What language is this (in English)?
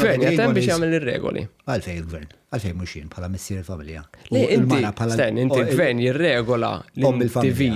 Maltese